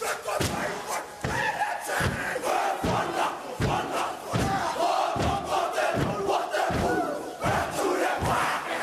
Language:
Māori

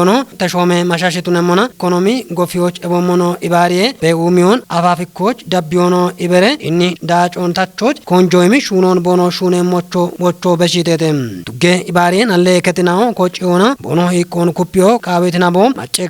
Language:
Kafa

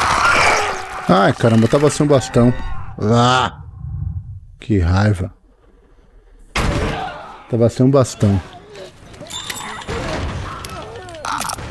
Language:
Portuguese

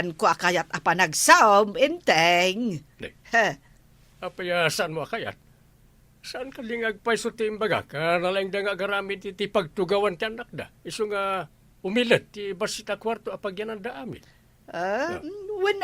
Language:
Iloko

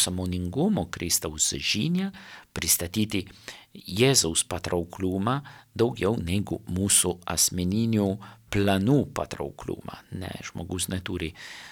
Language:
Lithuanian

